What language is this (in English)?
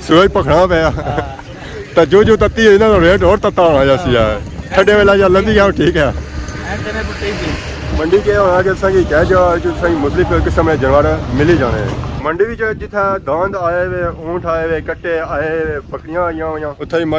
Pahari-Potwari